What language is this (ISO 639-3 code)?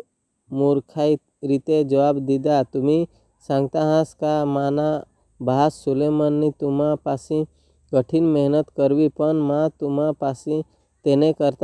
guj